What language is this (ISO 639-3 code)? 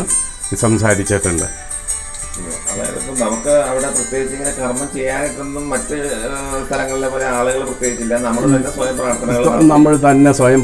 mal